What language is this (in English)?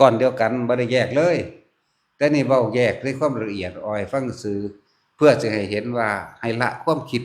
Northeastern Thai